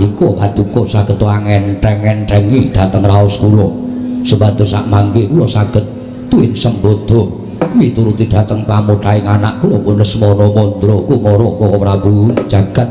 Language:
Javanese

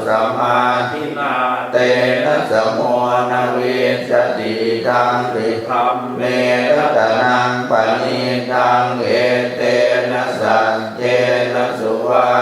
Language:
Pali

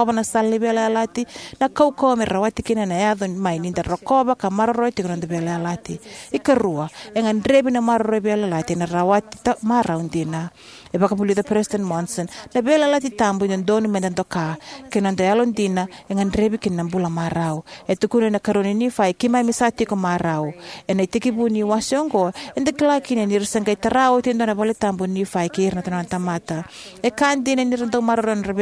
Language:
Fijian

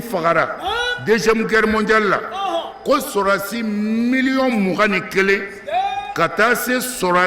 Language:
Bambara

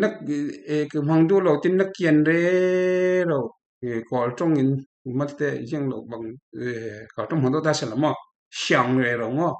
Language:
Falam Chin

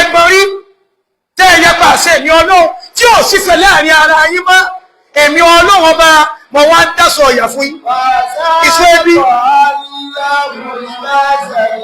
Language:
Yoruba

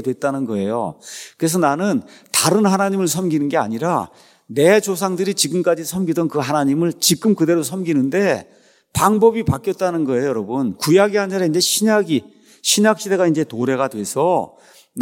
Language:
Korean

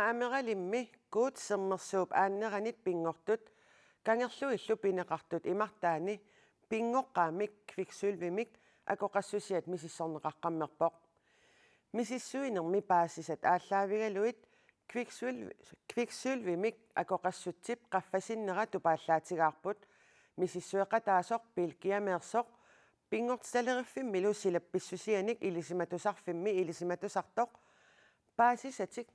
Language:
Kalaallisut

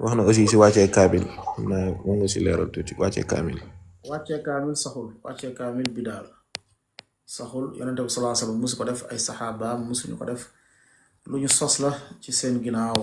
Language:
Wolof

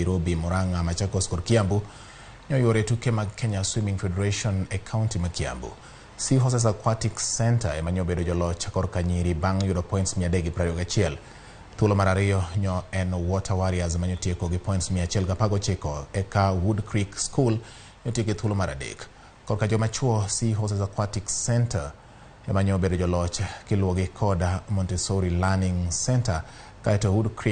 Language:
Luo (Kenya and Tanzania)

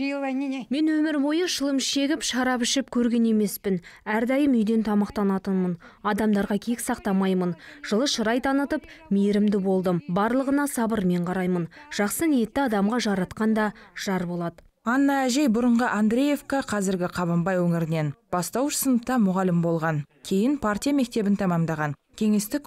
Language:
Kazakh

